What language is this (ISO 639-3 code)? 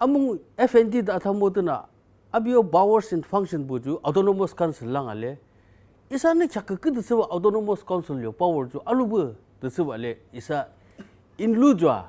yim